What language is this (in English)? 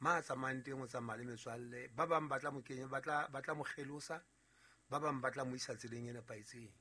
Southern Sotho